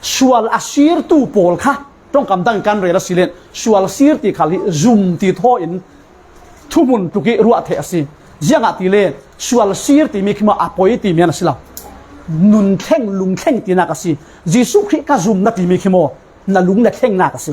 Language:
Falam Chin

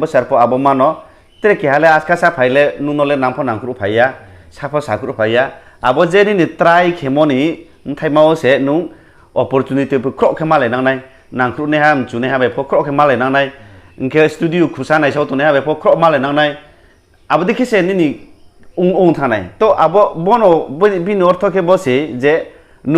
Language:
Riang (India)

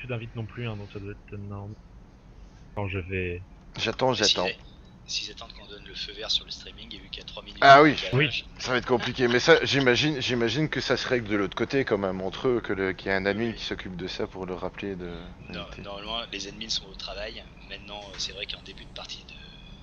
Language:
French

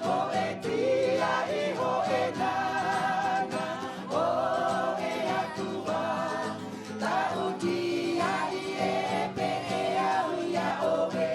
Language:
Tahitian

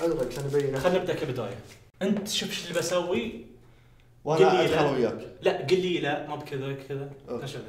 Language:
Najdi Arabic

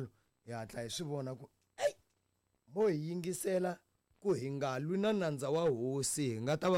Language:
Tsonga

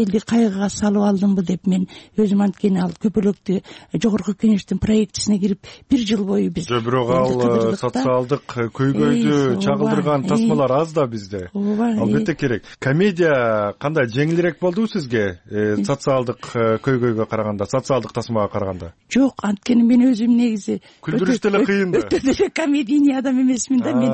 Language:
Kyrgyz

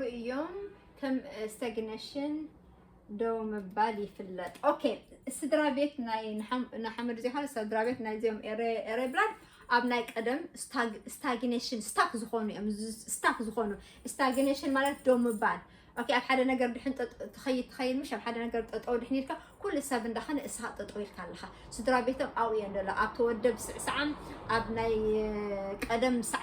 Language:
Tigrinya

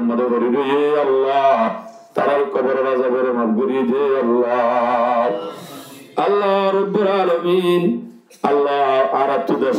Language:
Rohingya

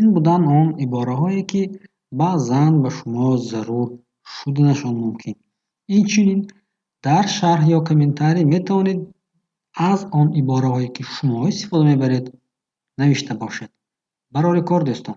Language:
Tajik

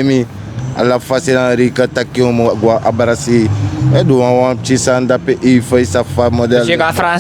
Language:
Sranan Tongo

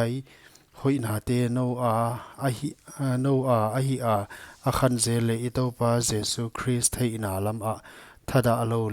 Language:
Paite Chin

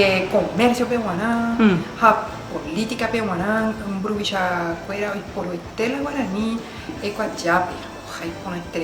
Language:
Guarani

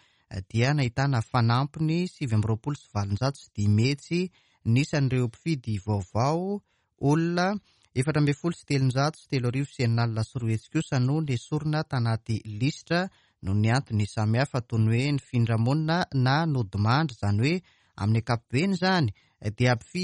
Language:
Malagasy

